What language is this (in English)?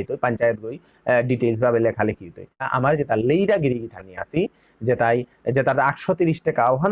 Bishnupriya